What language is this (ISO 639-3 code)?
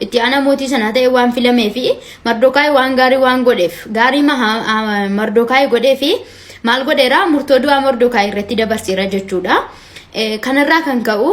orm